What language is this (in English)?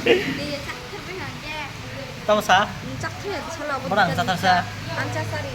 Kok Borok